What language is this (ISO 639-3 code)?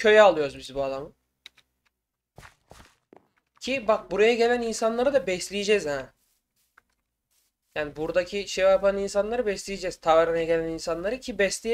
tur